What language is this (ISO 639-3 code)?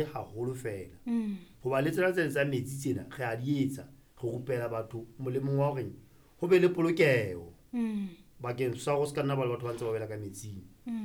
sot